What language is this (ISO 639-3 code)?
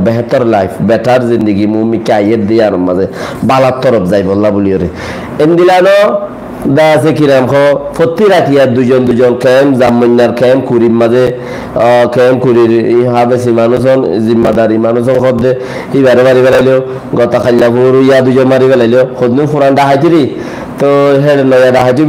rhg